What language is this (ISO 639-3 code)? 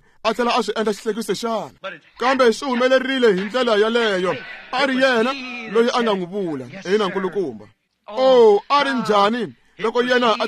tso